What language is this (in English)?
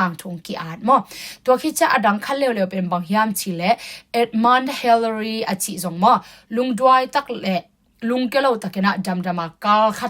Tedim Chin